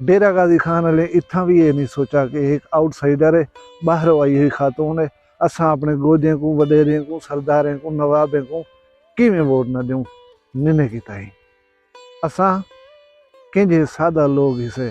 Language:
Saraiki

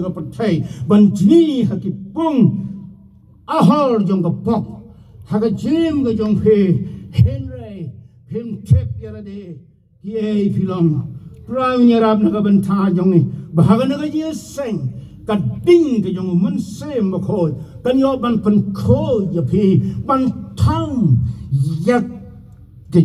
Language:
Khasi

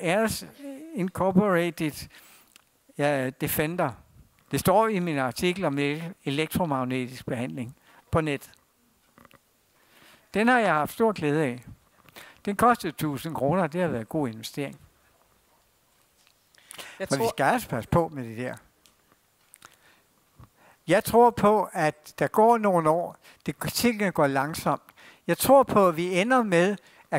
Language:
Danish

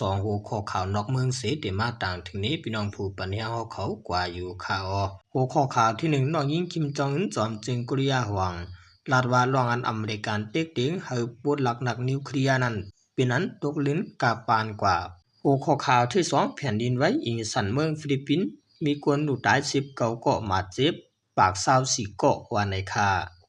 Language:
Shan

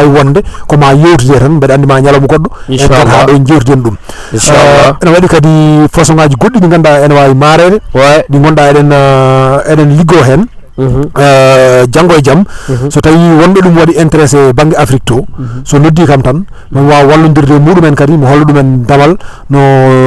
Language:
Fula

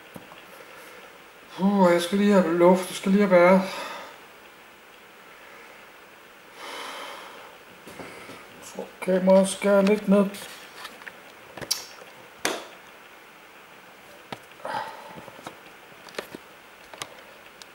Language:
Danish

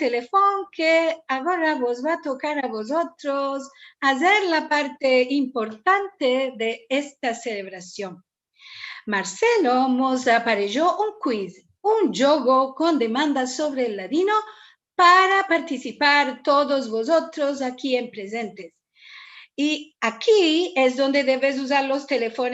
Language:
Ladino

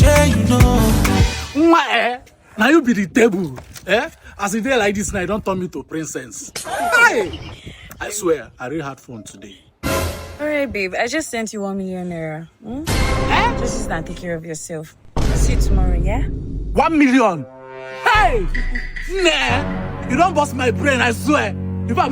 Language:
Nigerian Pidgin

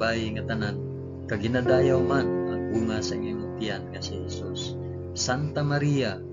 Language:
Hiligaynon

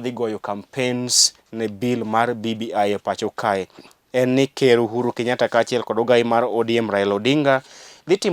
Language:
Luo (Kenya and Tanzania)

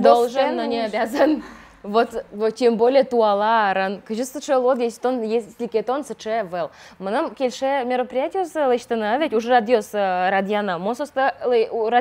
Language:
Udmurt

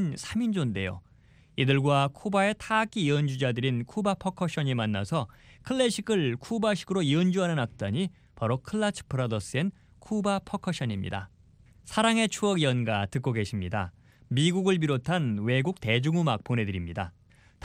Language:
Korean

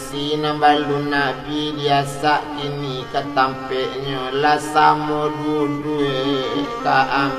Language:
Minangkabau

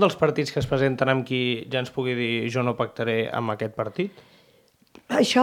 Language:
Catalan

